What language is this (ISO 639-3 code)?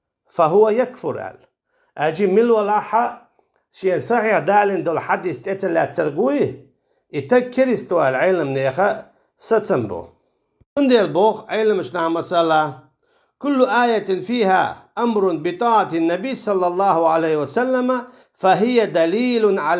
che